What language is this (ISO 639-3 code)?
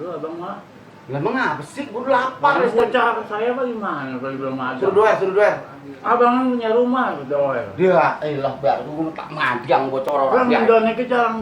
bew